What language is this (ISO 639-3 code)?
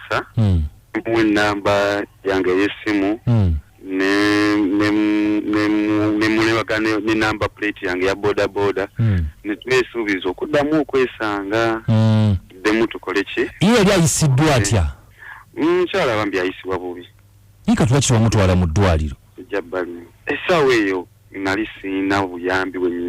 lug